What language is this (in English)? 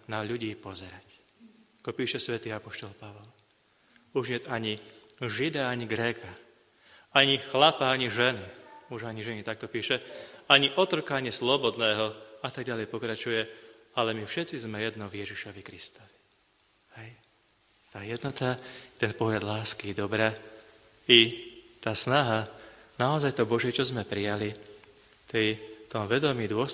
Slovak